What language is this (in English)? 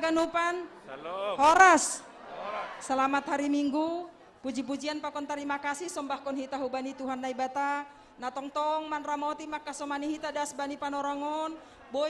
Batak Simalungun